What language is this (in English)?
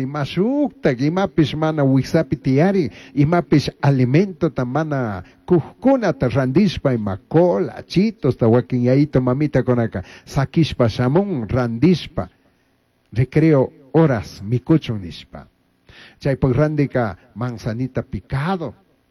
Chimborazo Highland Quichua